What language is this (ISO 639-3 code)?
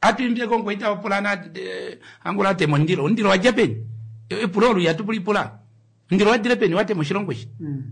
kua